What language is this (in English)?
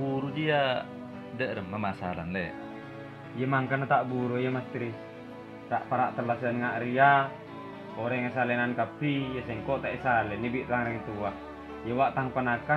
Madurese